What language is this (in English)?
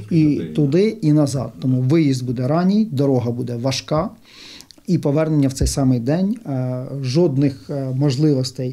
Ukrainian